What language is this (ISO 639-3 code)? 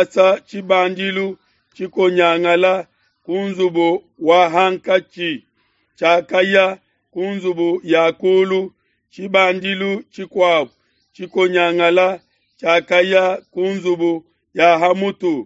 lua